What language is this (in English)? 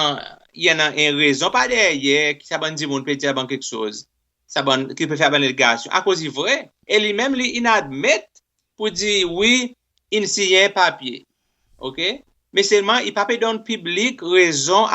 Seselwa Creole French